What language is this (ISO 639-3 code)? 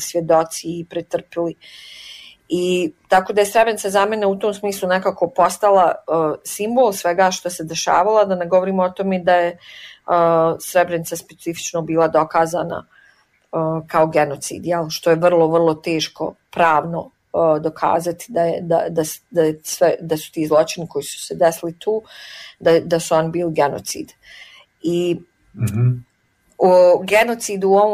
bos